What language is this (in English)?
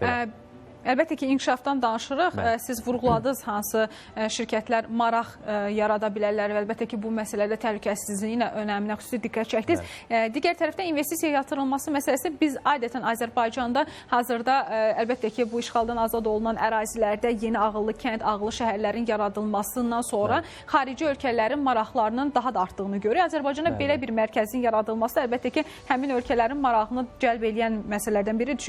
Azerbaijani